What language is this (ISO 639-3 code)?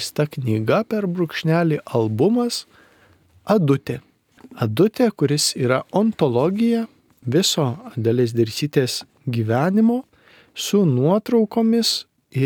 lit